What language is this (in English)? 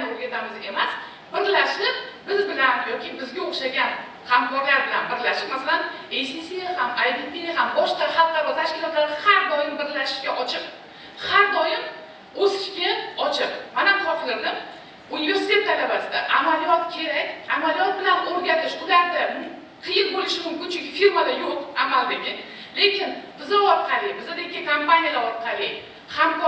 Uzbek